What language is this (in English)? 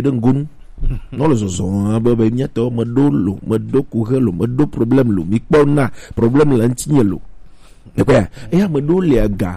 Gen